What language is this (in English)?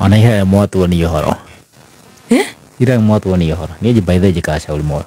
Kikuyu